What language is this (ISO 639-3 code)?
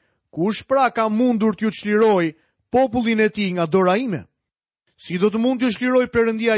sqi